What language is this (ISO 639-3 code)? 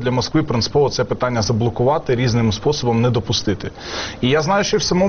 ukr